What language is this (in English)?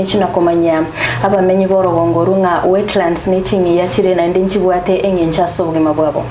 Gusii